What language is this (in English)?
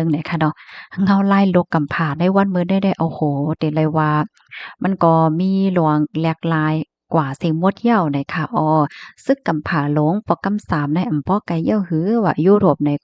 Shan